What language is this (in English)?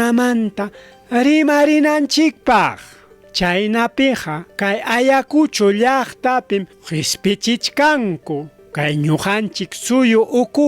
Ayacucho Quechua